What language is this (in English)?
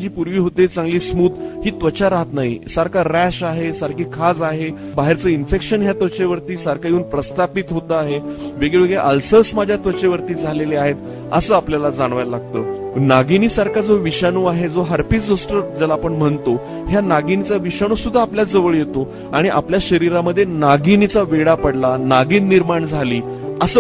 Marathi